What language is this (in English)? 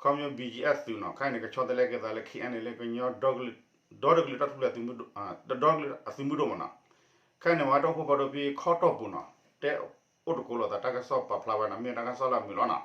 S'gaw Karen